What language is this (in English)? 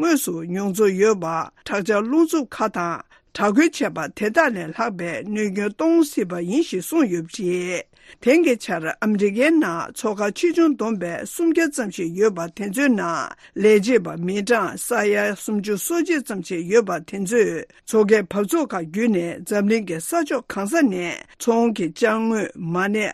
Tibetan